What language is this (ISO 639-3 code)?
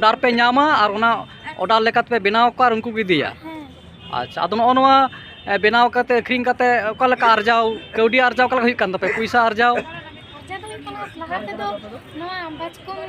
sat